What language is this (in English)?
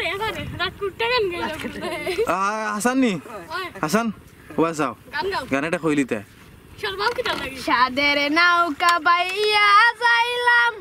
Sylheti